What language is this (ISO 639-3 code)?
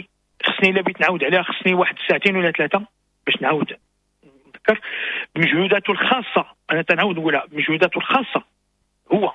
ary